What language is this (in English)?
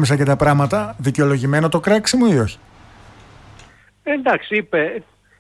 Greek